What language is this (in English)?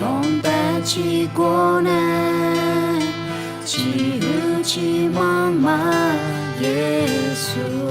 Akha